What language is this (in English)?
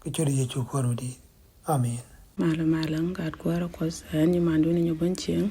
Nuer